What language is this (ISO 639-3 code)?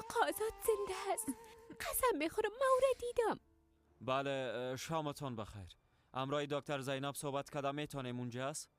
fas